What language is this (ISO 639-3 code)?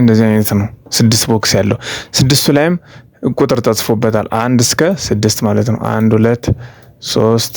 amh